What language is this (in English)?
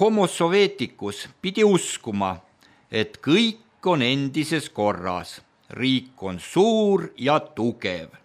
Estonian